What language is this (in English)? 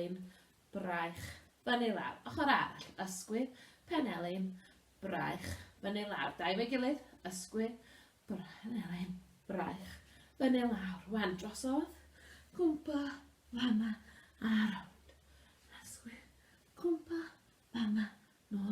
Welsh